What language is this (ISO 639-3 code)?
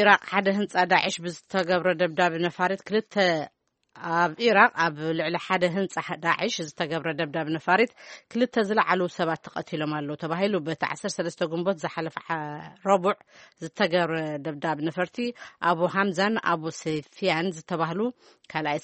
tir